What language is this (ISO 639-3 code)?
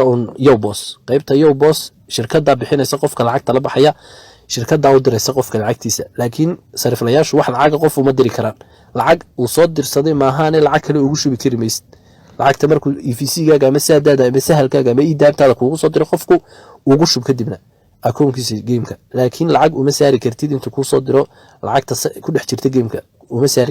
som